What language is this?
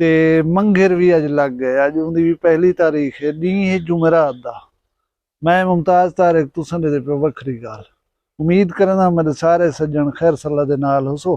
Saraiki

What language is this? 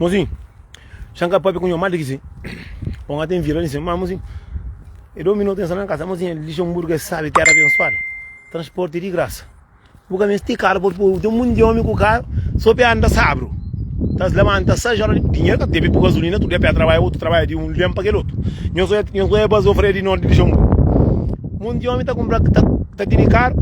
Kabuverdianu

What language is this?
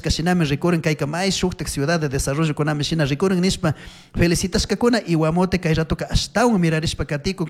Chimborazo Highland Quichua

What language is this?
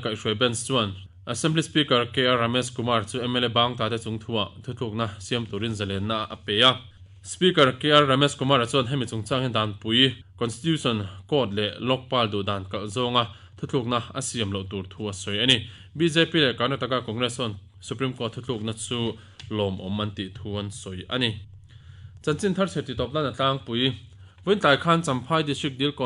Mizo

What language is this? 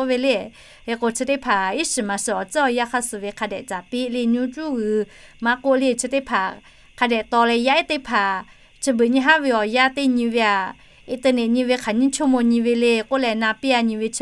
Lahu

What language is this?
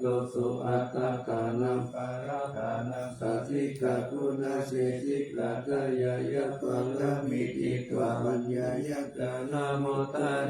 Pali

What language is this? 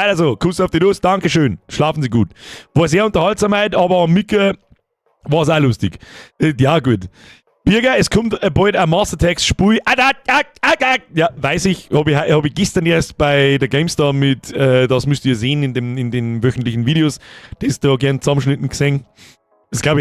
Bavarian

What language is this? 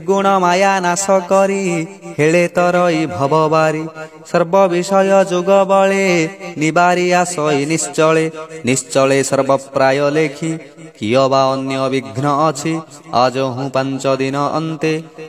Odia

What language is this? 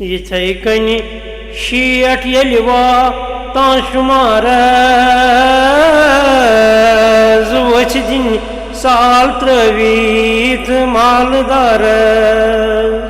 Kashmiri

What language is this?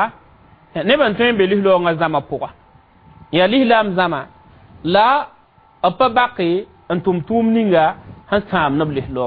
Mossi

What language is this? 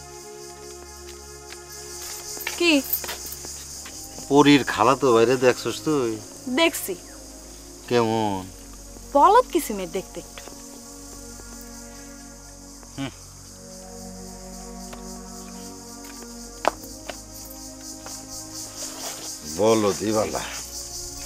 Bangla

